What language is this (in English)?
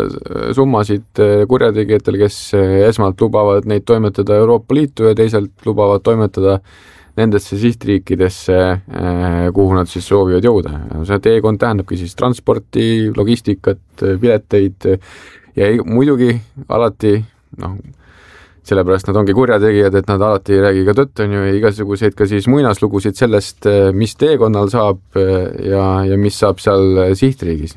Estonian